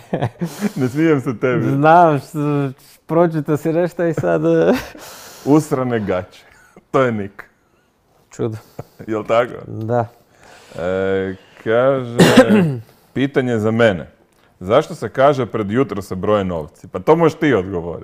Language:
Croatian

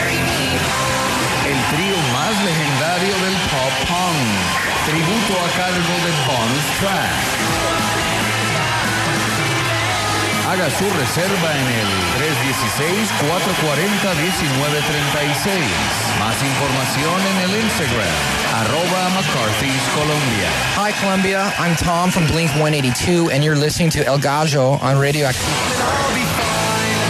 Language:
Spanish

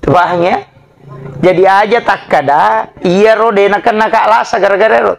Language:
Buginese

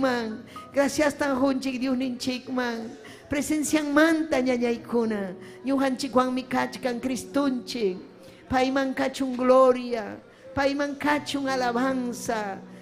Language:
Ayacucho Quechua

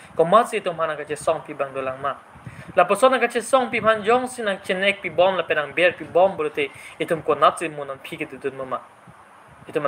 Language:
Karbi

